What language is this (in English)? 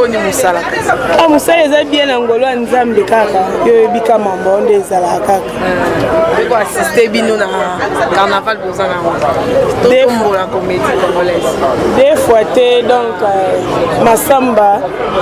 Lingala